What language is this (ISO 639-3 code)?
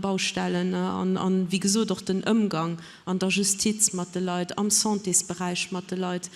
ltz